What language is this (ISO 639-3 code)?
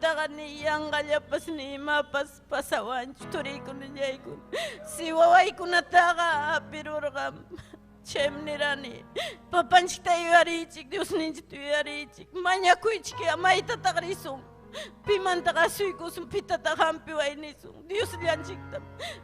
quy